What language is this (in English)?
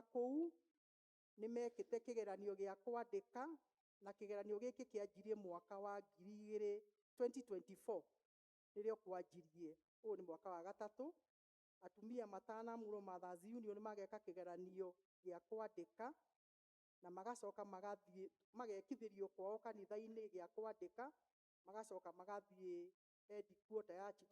Kikuyu